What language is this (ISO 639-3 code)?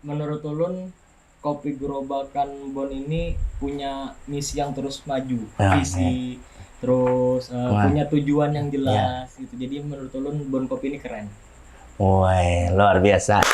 bjn